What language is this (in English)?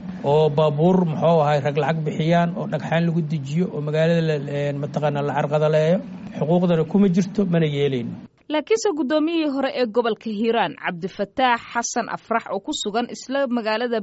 Somali